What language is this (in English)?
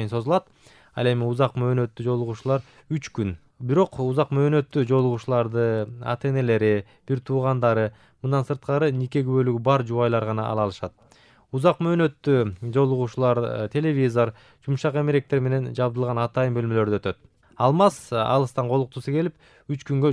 Kyrgyz